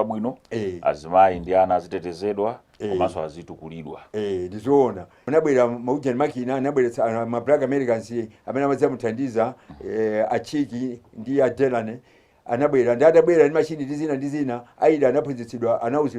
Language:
Nyanja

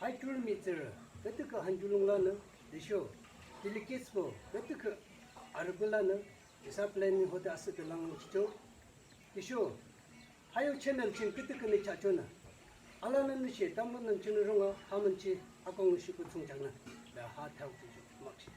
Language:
Yimchungru Naga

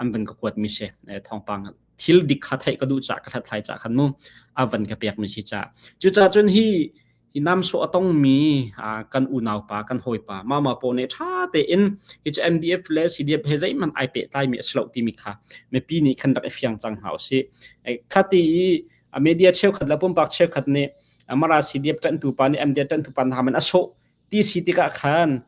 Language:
Hakha Chin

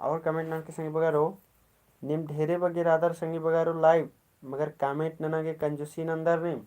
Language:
Kurukh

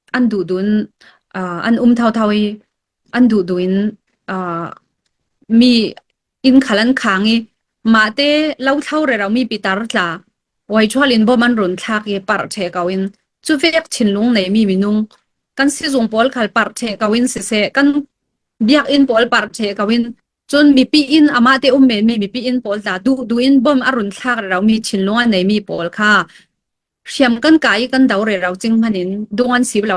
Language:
Falam Chin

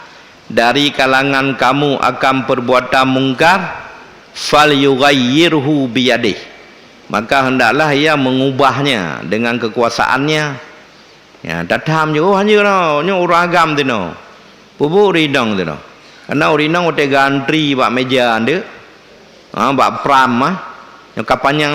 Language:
Achinese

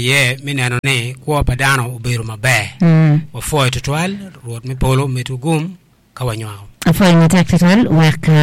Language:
Acoli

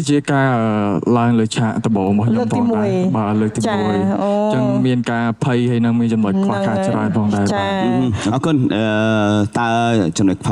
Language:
Khmer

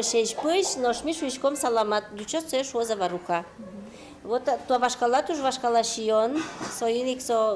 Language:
Udmurt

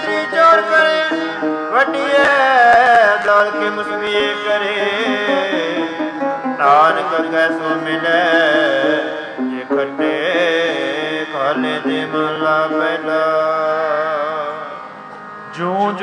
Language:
Punjabi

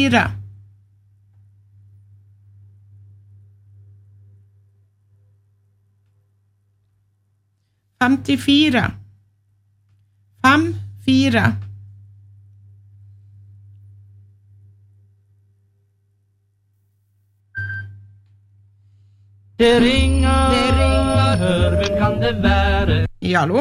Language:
Norwegian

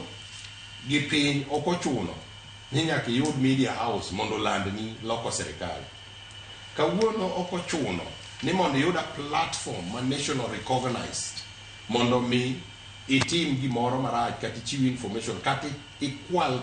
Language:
Luo (Kenya and Tanzania)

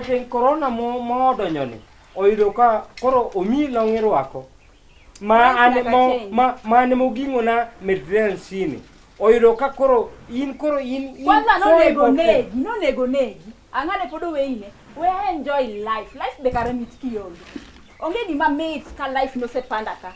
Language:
Luo (Kenya and Tanzania)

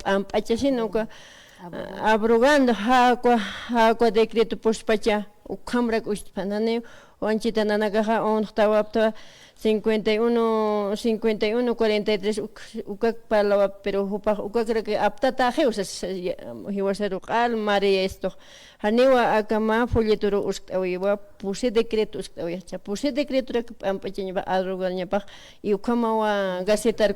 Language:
Aymara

